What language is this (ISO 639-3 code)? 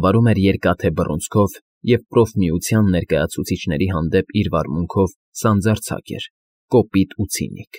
hye